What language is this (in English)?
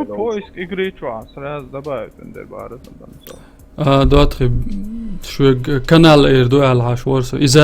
Chechen